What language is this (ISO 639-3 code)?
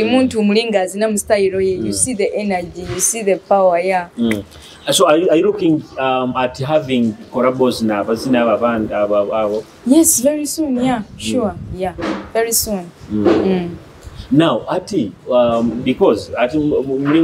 nyo